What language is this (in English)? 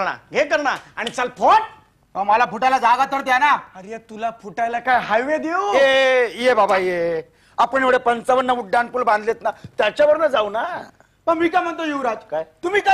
Marathi